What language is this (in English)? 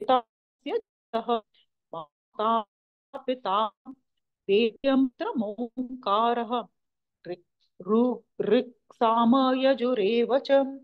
Sanskrit